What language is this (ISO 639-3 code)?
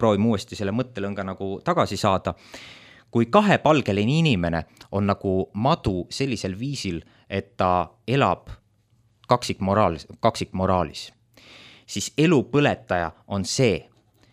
est